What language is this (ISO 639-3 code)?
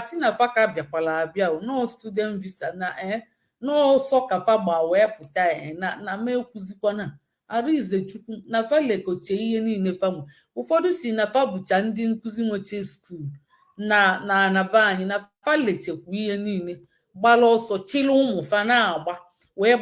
ibo